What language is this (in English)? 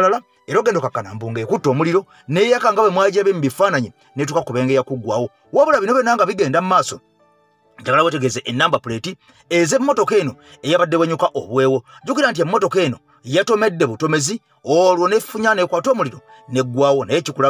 Ganda